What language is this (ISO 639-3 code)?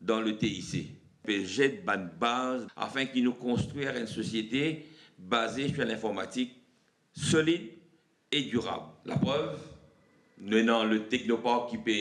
mfe